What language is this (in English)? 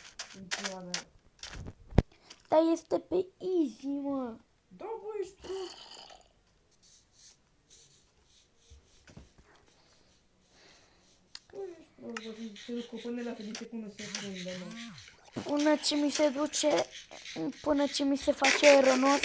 Romanian